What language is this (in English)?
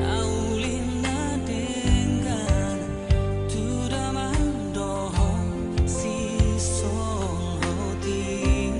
Batak Toba